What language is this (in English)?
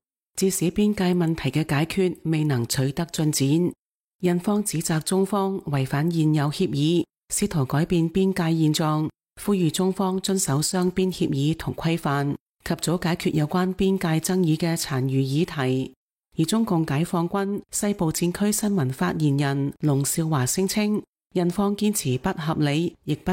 Cantonese